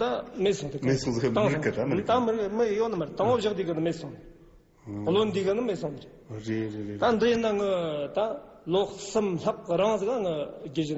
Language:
Tibetan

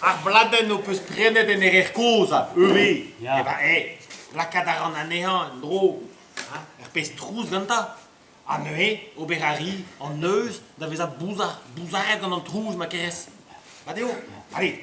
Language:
Breton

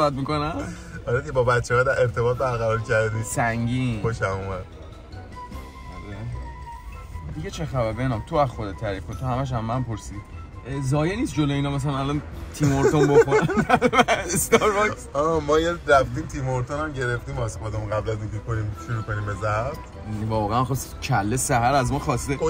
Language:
Persian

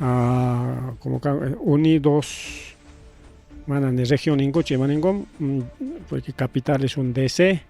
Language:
Ayacucho Quechua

